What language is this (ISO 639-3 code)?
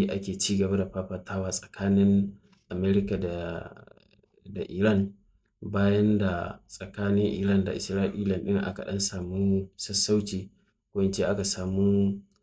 hau